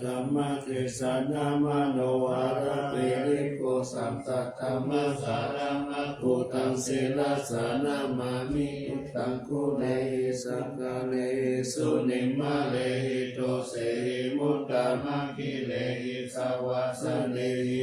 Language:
Pali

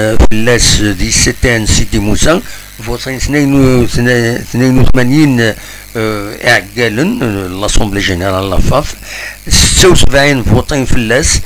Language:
Kabyle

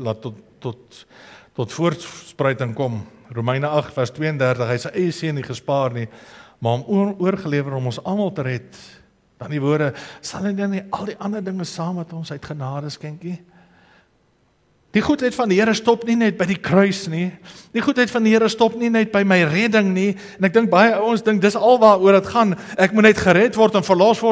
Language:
Afrikaans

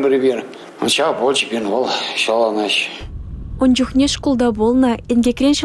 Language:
Chuvash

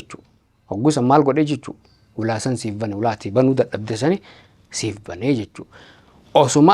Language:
Oromo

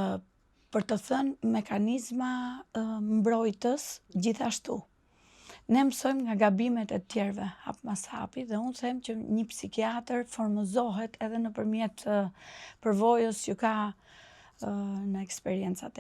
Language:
Albanian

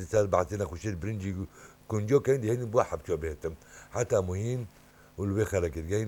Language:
Kurdish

